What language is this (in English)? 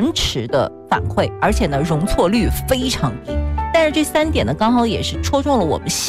Chinese